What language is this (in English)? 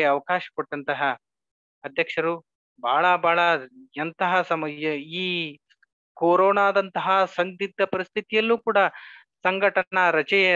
Kannada